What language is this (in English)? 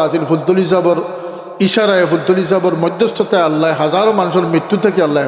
Sylheti